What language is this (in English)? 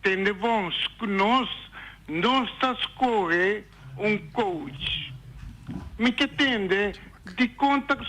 Papiamento